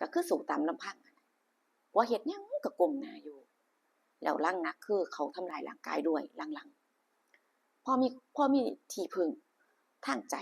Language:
Northeastern Thai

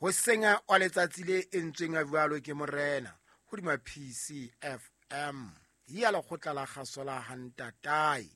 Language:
Southern Sotho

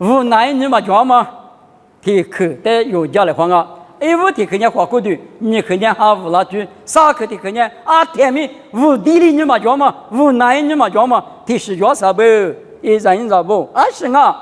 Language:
Lisu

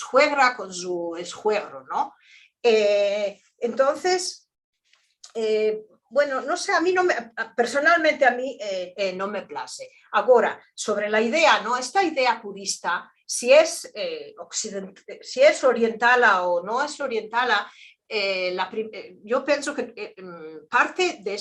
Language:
Ladino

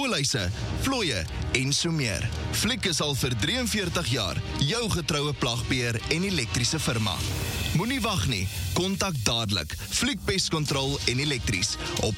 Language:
Afrikaans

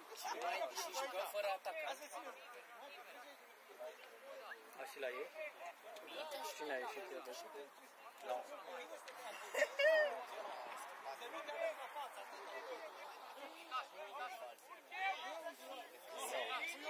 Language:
Romanian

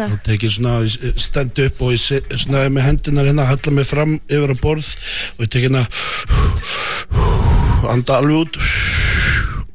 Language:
Icelandic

